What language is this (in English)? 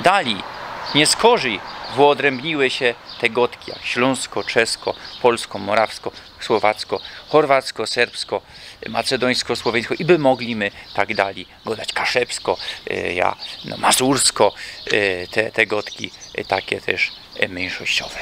Silesian